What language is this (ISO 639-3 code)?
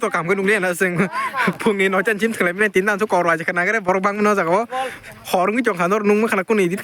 trp